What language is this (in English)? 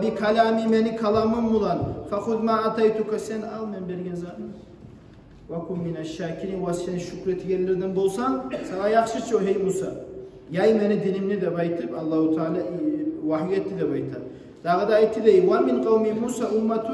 Kumyk